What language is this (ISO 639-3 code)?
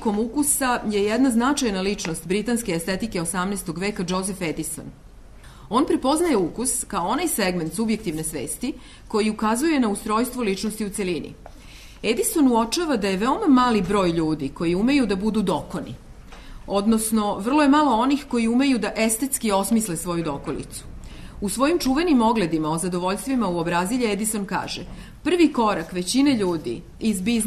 srp